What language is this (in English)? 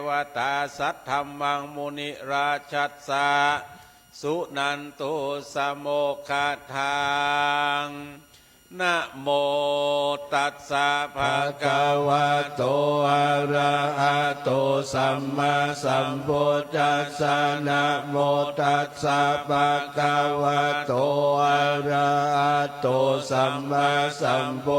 Pali